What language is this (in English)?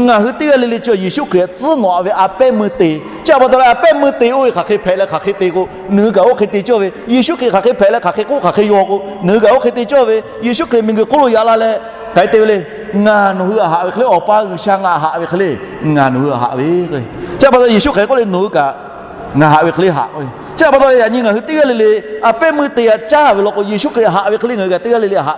Lahu